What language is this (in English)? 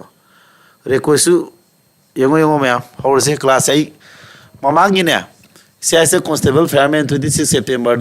Manipuri